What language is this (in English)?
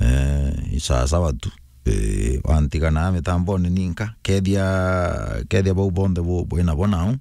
Meru